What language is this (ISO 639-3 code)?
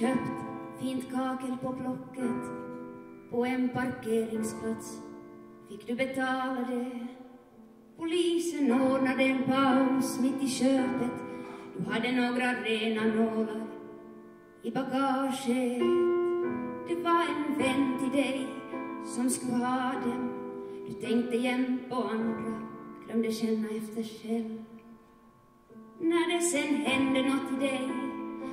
swe